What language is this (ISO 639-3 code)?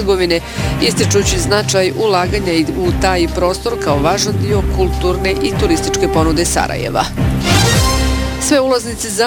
bos